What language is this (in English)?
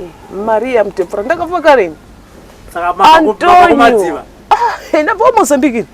Shona